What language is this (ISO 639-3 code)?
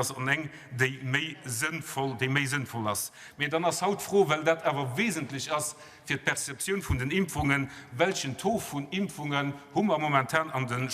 ltz